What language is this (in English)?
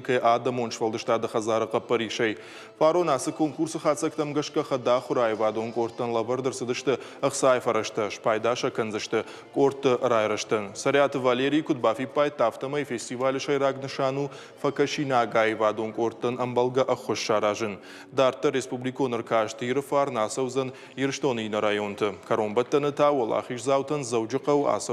Ossetic